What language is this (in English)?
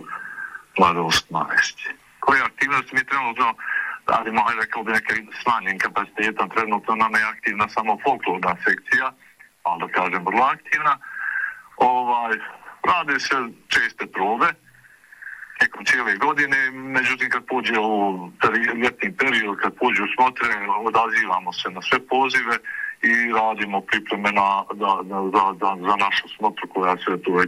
Bosnian